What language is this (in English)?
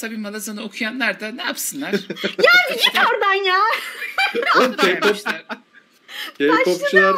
Turkish